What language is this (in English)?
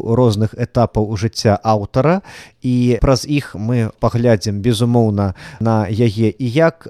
Belarusian